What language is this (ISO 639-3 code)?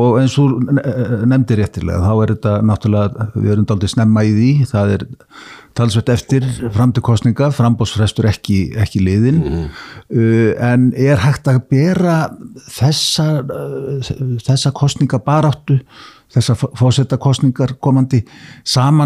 isl